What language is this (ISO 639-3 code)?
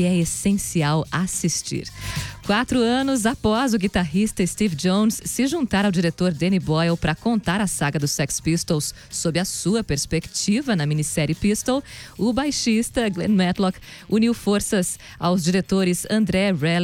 por